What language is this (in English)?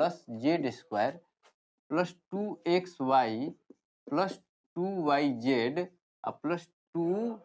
Bhojpuri